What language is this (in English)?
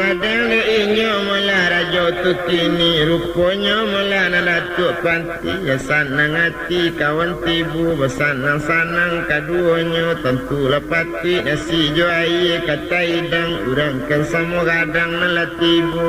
Minangkabau